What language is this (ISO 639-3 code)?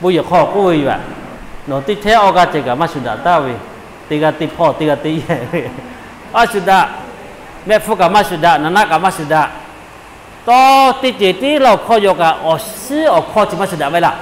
lhu